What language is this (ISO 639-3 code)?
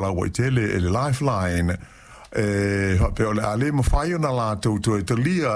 smo